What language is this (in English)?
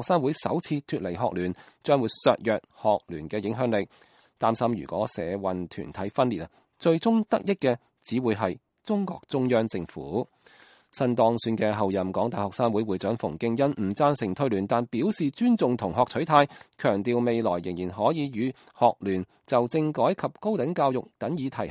Cantonese